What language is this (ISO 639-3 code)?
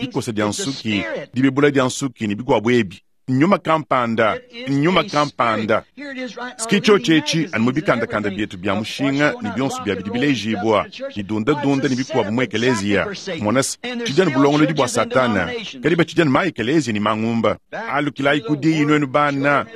lua